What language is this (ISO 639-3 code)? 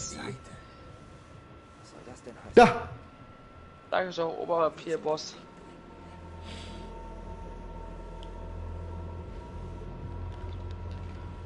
deu